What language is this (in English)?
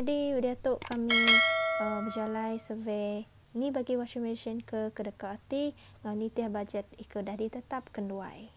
Iban